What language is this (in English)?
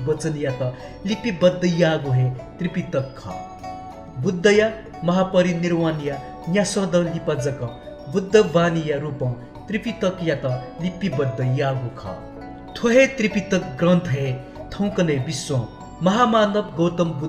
Newari